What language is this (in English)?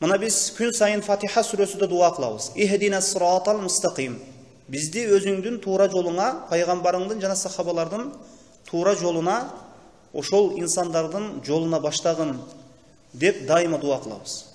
Kyrgyz